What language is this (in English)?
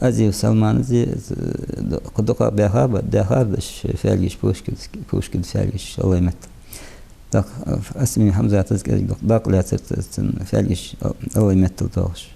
Ingush